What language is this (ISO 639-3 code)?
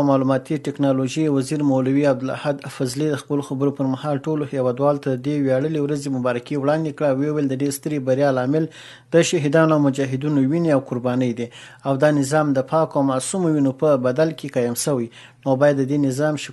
pus